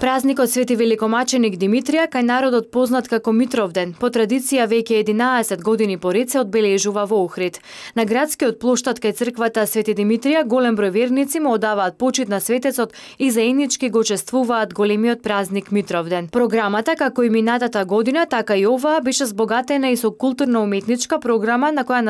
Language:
Macedonian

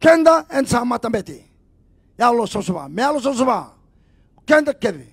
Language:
Fijian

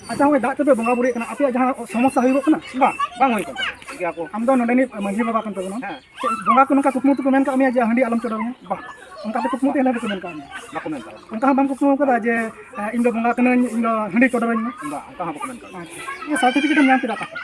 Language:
Santali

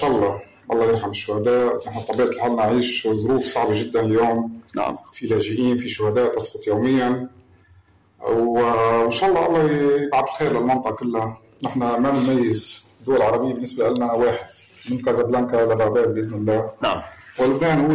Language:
North Levantine Arabic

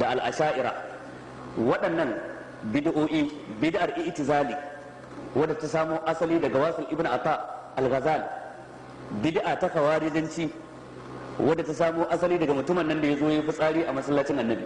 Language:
Hausa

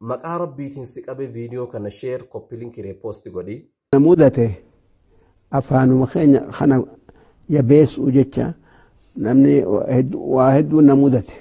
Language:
Oromo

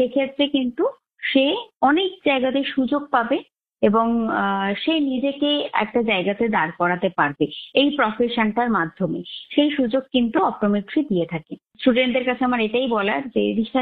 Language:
Bangla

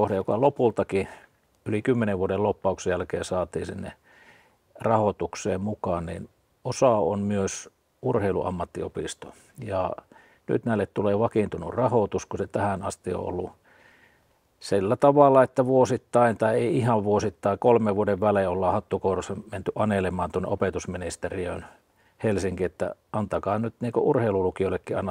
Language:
Finnish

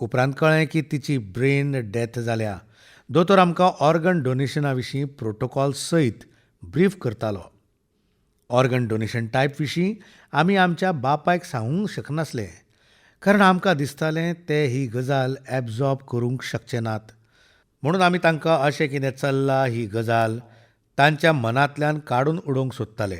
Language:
Konkani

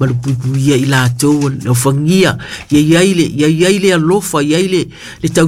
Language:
Samoan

